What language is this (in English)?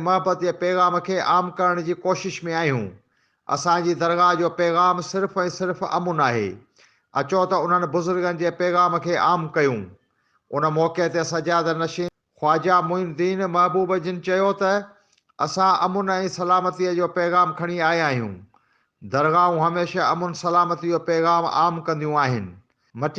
Sindhi